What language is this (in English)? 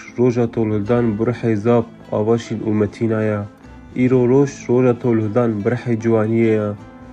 Kurdish